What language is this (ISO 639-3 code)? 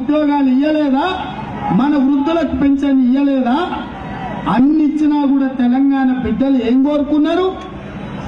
tel